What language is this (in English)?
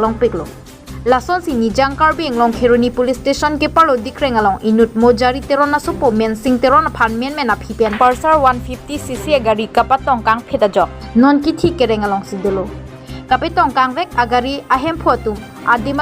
Karbi